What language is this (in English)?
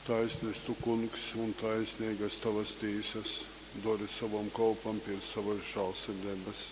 Latgalian